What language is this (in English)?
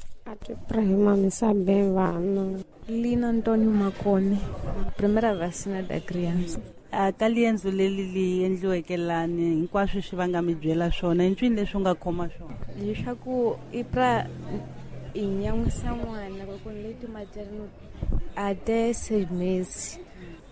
Tsonga